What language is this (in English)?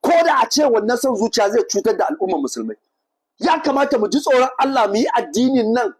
Hausa